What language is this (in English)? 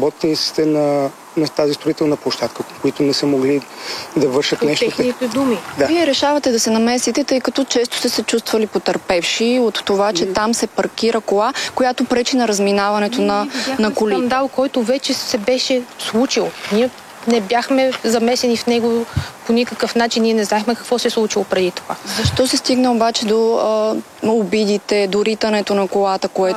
Bulgarian